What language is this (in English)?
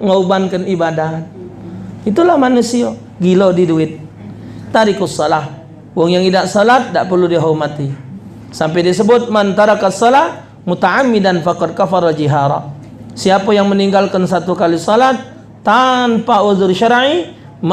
Musi